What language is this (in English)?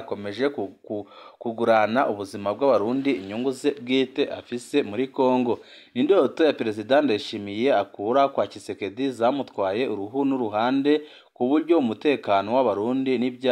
Rundi